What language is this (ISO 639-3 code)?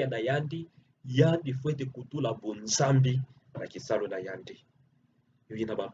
ktu